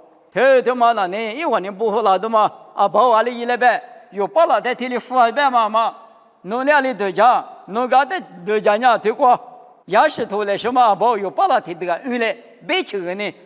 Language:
Lisu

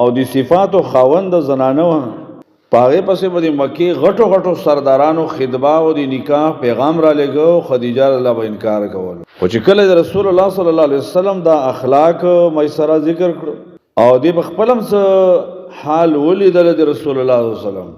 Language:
Pashto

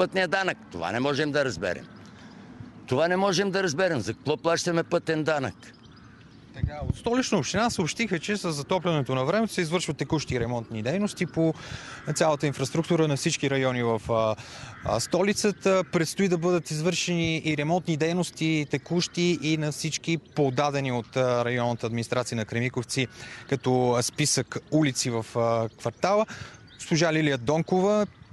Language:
Bulgarian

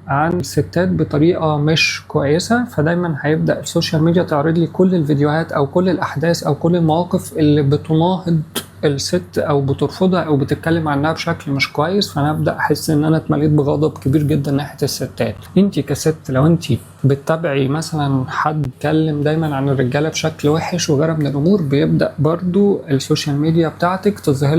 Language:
Egyptian Arabic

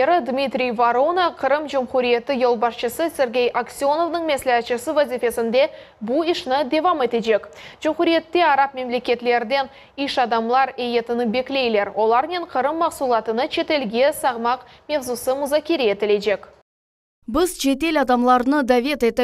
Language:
Crimean Tatar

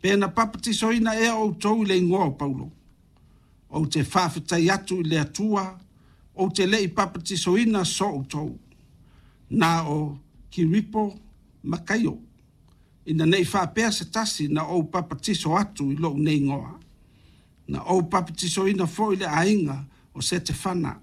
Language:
Samoan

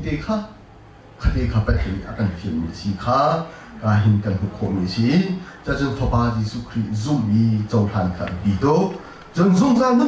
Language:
Hakha Chin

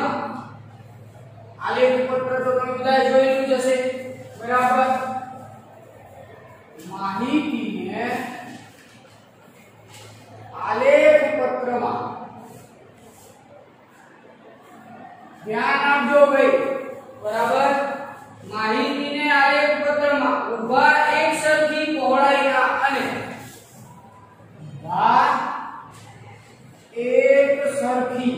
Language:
Gujarati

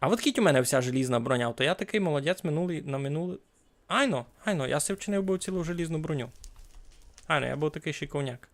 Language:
Rusyn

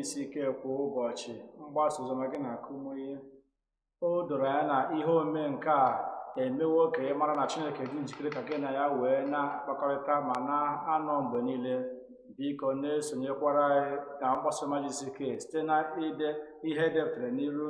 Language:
Igbo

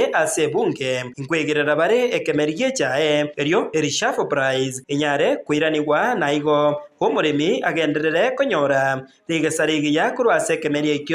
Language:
Gusii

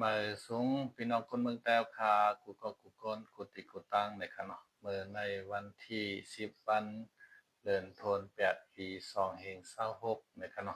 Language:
Shan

